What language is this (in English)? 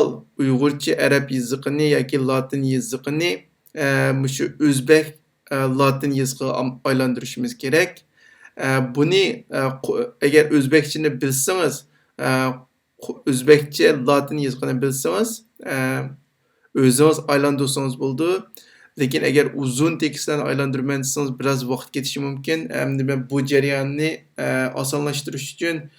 Uyghur